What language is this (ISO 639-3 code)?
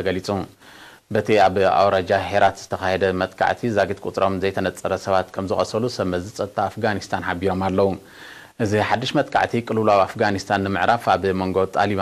tir